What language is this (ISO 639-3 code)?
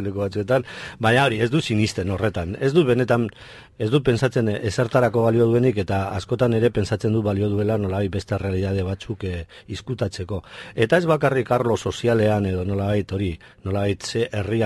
eus